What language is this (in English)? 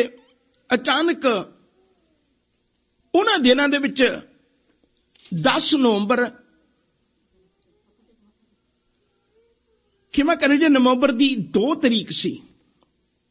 Punjabi